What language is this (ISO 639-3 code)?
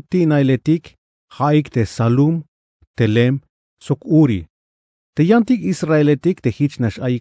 tzh